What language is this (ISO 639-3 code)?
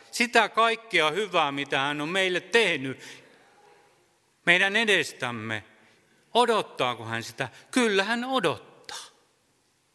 fin